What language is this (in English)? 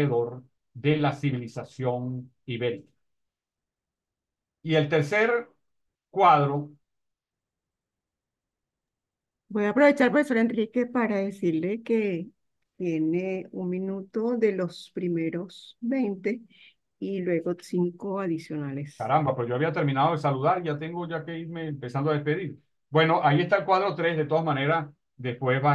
Spanish